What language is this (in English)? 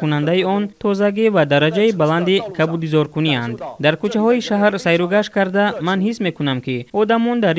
Tajik